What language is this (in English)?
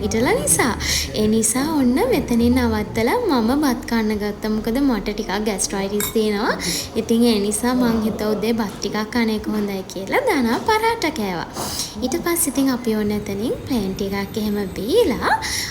Sinhala